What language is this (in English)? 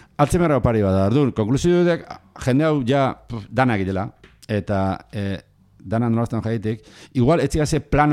Basque